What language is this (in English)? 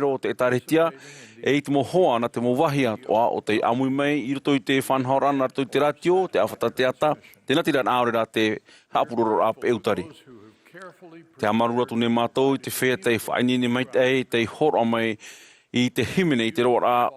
Tahitian